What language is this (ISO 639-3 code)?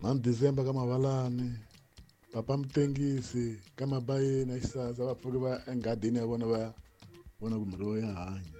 tso